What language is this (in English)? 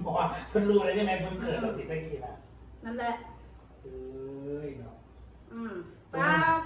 Northeastern Thai